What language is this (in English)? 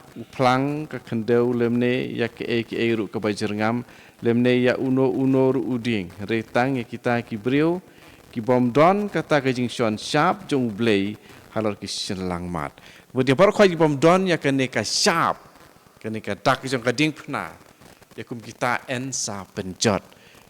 Khasi